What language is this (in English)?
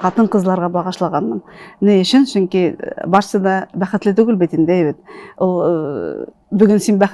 Tatar